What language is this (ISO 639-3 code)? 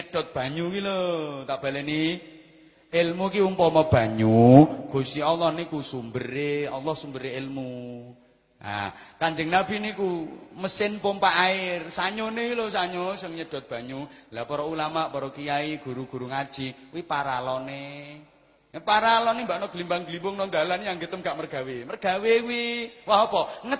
jav